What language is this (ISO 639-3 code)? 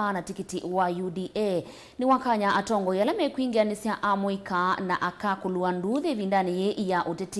kam